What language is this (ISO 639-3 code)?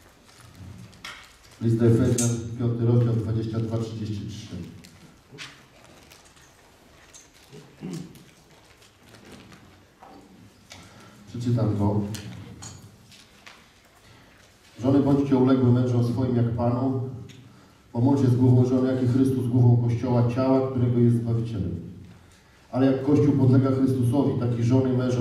pol